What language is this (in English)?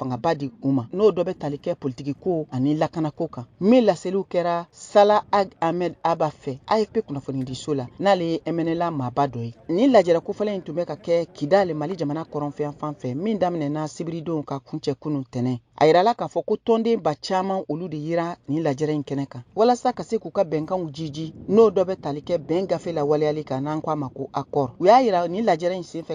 Bambara